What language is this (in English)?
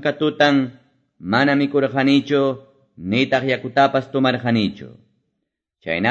Quechua